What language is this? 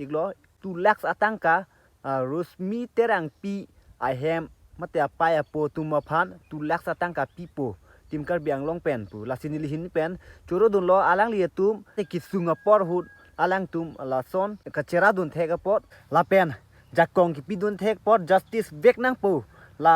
Karbi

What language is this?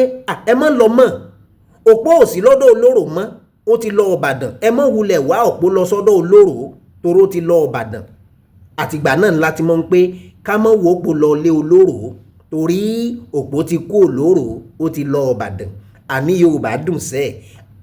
Yoruba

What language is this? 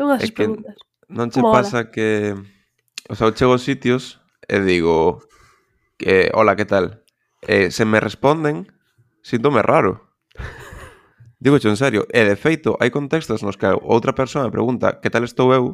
Galician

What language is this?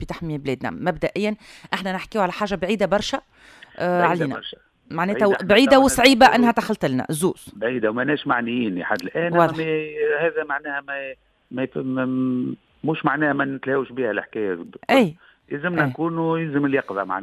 Tunisian Arabic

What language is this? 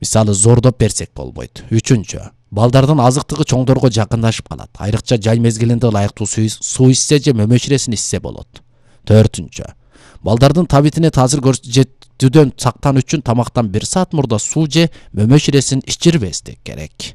Kyrgyz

